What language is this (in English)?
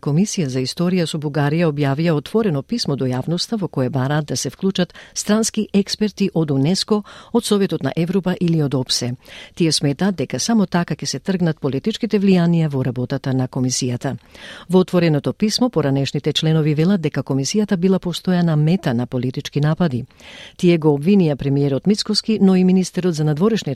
Macedonian